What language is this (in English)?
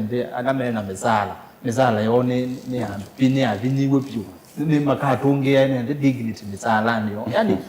Kamba